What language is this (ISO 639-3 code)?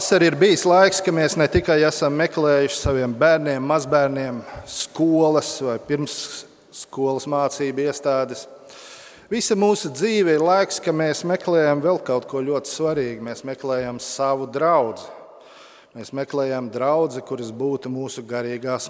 lav